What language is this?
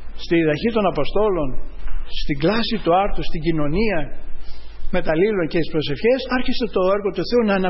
Greek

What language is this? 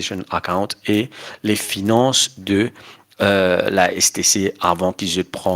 Morisyen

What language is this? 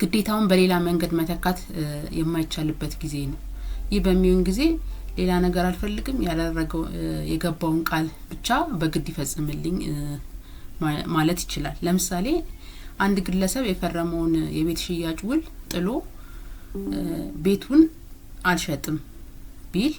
Amharic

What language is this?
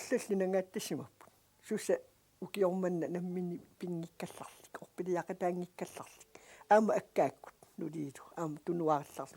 Kalaallisut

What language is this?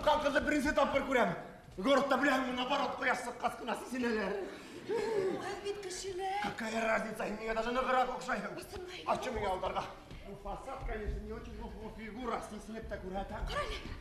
Bashkir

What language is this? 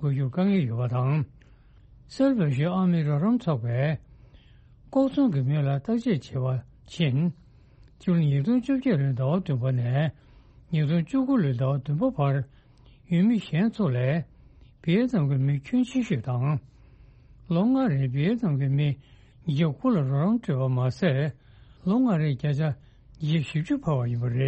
Tibetan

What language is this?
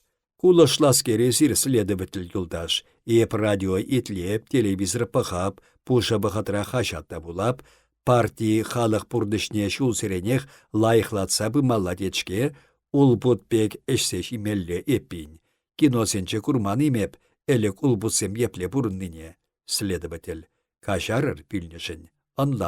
Chuvash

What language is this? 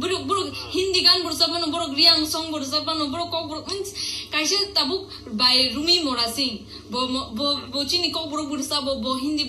Kok Borok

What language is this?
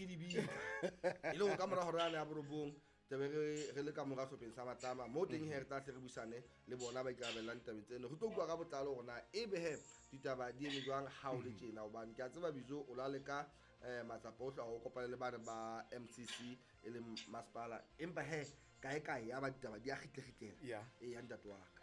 Southern Sotho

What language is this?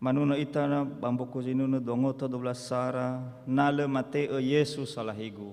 Nias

